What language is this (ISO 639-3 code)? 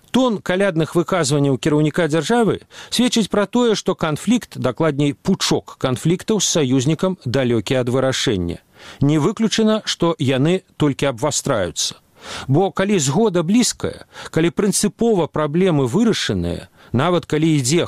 bel